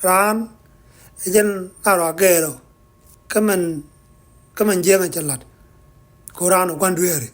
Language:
Nuer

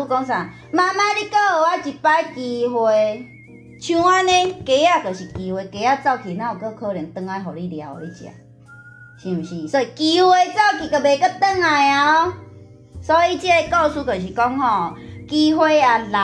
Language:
Min Nan Chinese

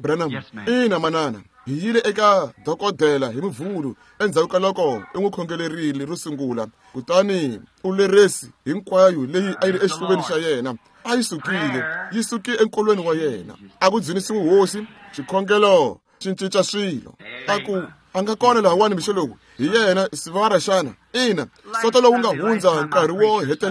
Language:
Tsonga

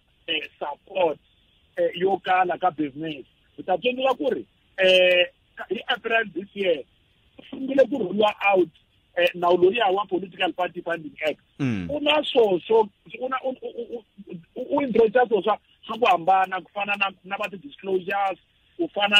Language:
Tsonga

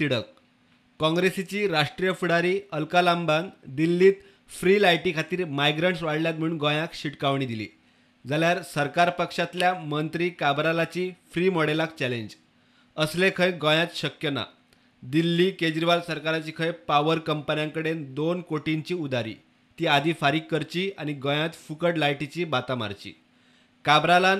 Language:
Konkani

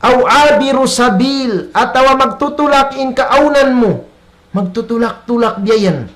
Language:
Tausug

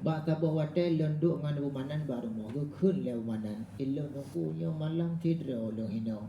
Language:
Achinese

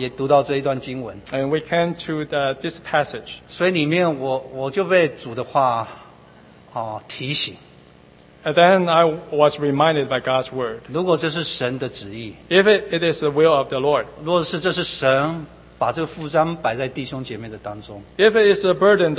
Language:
Chinese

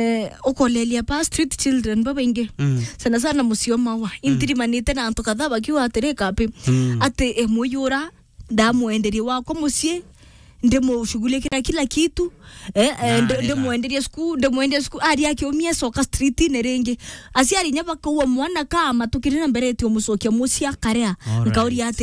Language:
Meru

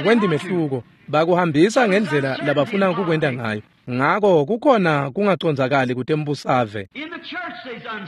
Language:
Swati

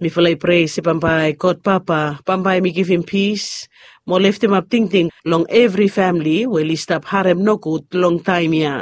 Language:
Bislama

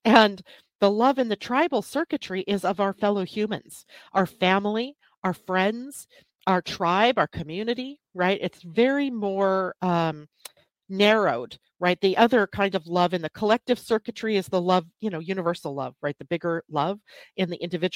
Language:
English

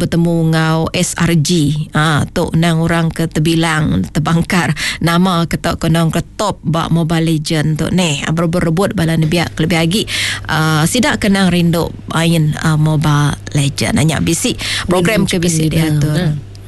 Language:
Iban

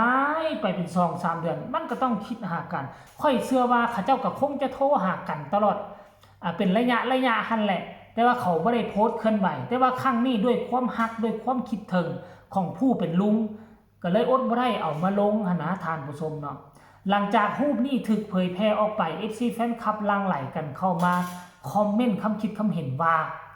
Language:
Northeastern Thai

